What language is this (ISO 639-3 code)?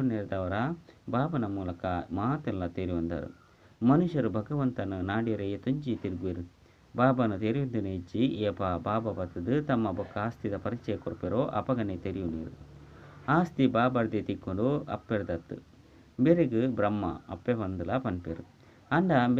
tcy